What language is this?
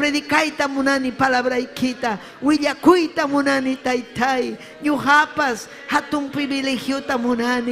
Ayacucho Quechua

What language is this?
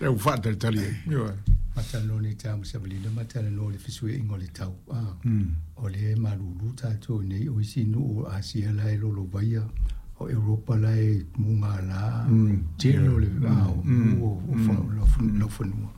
Samoan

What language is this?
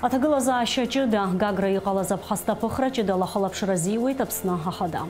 Abkhazian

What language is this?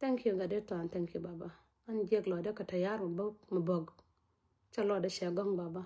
Nuer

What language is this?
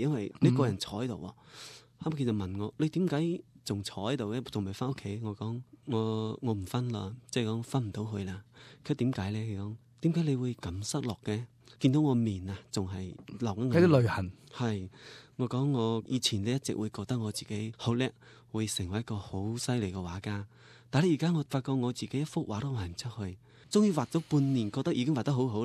Cantonese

